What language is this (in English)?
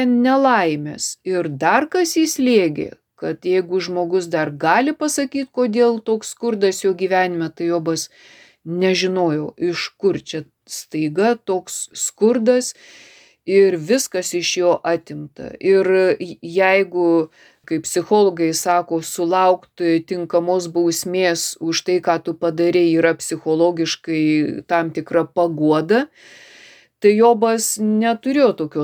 Lithuanian